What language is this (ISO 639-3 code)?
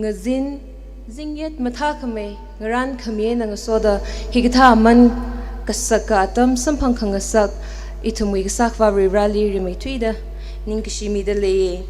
nmf